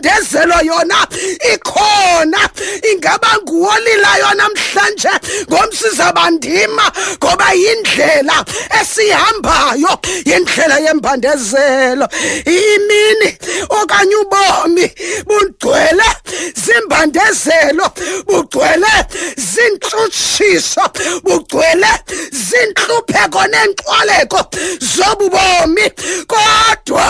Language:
Xhosa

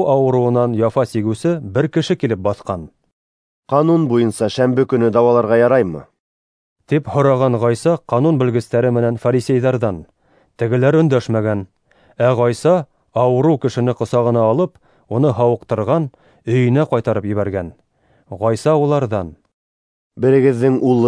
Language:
Bashkir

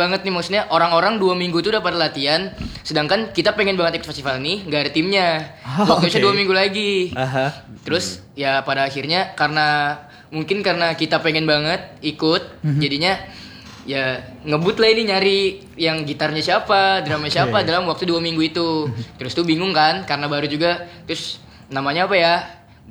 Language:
Indonesian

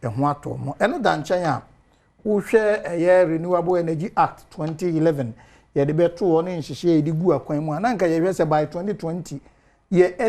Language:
Akan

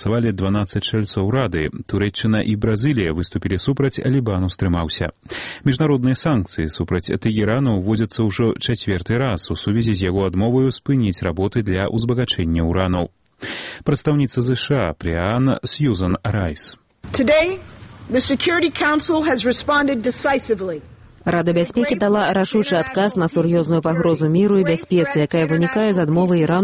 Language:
Belarusian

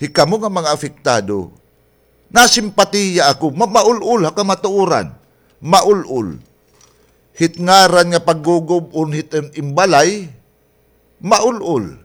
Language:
Waray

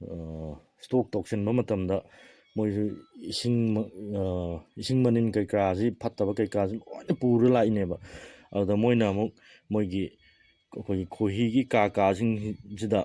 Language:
Manipuri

